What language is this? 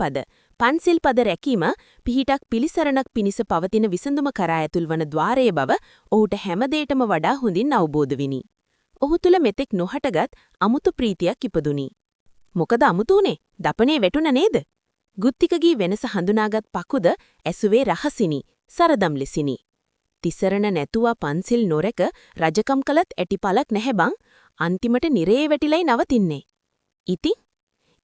Sinhala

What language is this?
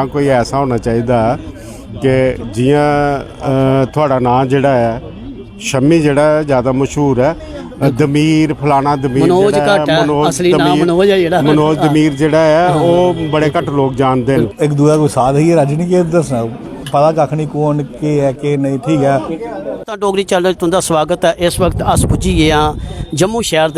Dogri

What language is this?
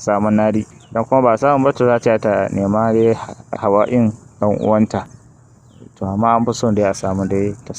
Hausa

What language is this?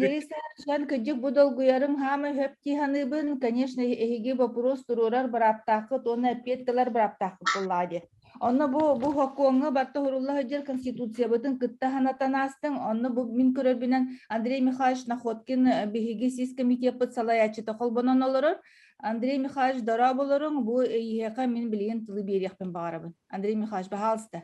Yakut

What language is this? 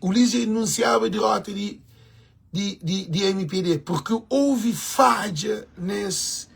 Kabuverdianu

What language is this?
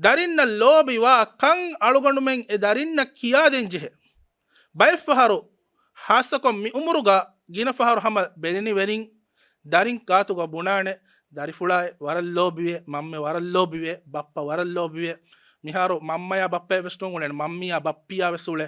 Divehi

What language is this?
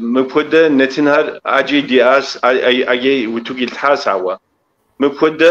Kabardian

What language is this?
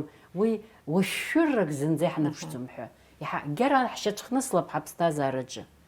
Abkhazian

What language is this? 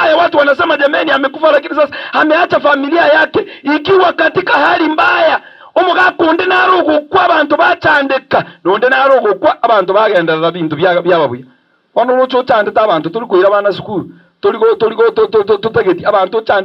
Gusii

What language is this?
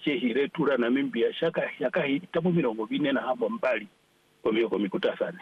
Swahili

